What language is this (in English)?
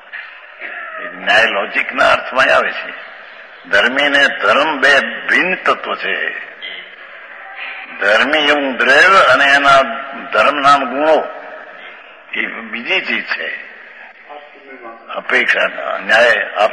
Gujarati